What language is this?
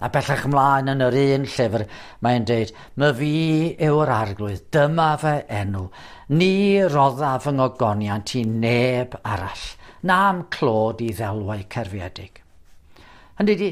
Welsh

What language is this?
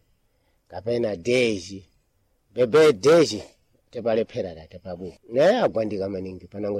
Sena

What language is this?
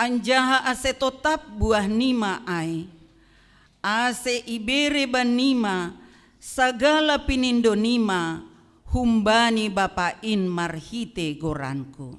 Batak Simalungun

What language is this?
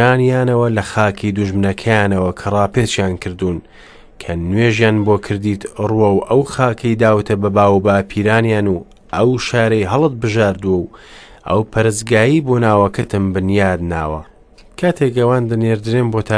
Central Kurdish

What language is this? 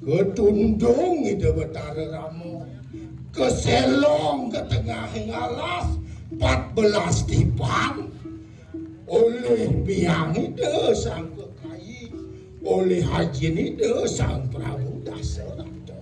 Balinese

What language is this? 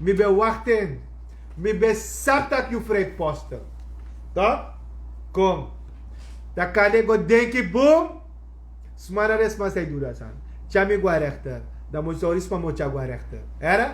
Sranan Tongo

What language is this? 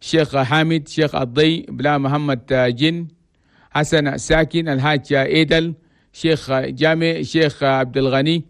Chadian Arabic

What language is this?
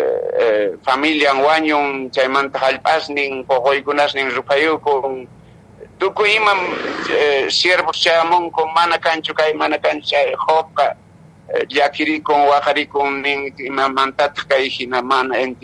Quechua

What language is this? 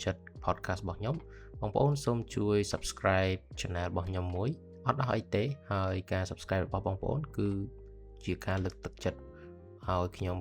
Khmer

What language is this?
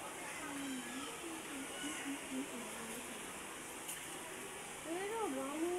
Burmese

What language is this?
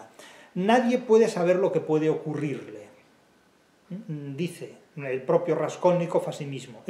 Spanish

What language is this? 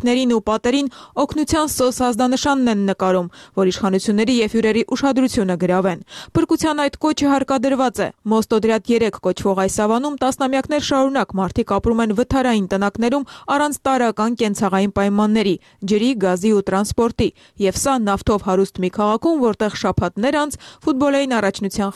Armenian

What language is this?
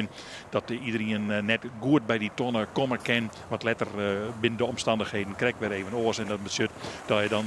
Western Frisian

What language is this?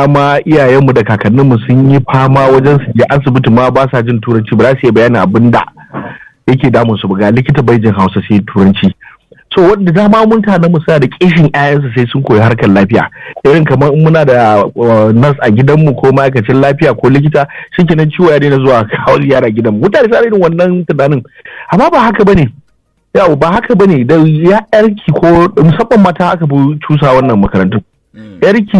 Hausa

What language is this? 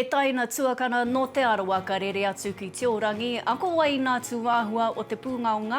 Māori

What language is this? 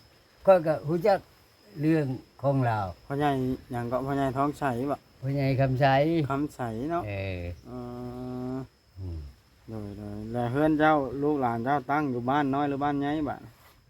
Northeastern Thai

